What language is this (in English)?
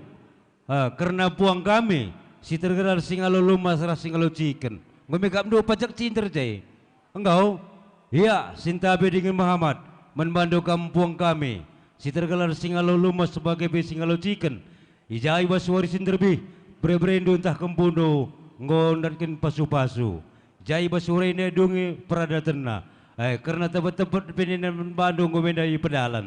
Batak Karo